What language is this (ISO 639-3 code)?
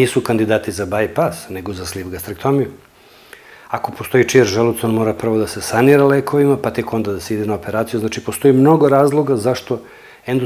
srp